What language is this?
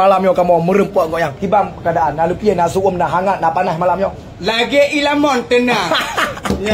Achinese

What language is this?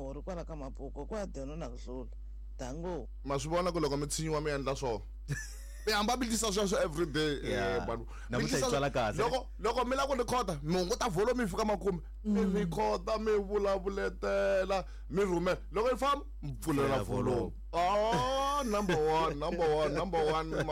Tsonga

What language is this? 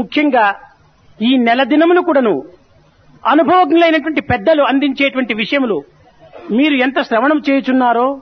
Telugu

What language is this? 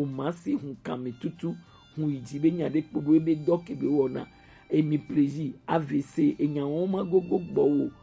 Gen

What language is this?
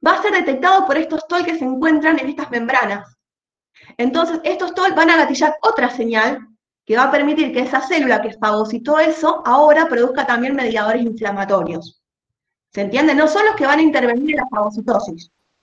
Spanish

